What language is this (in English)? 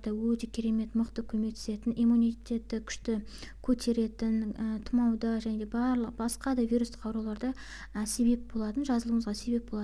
Kazakh